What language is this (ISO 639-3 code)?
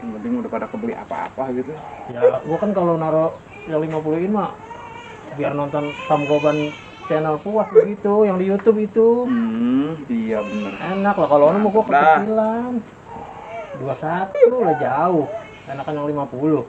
bew